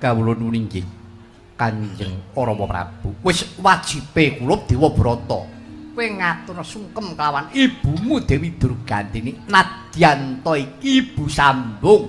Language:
Javanese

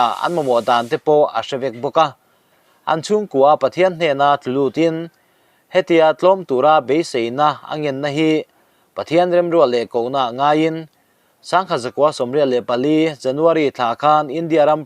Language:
Mizo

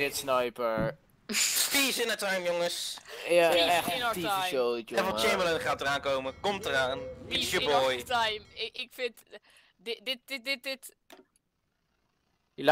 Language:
Dutch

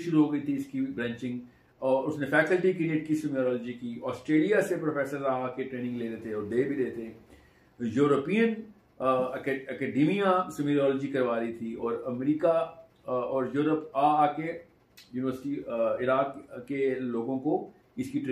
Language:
Hindi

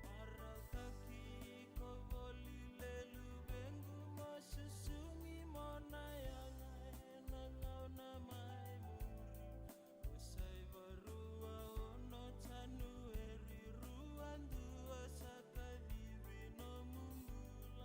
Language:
Fijian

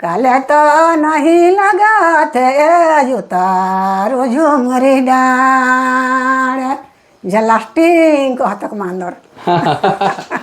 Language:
Sadri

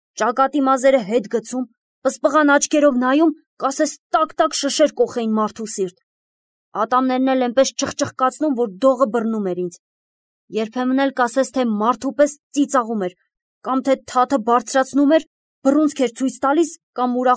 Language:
Armenian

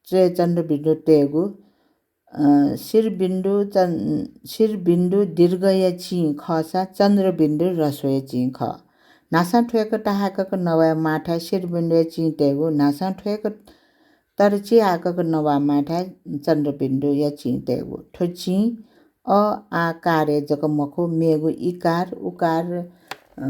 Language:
Newari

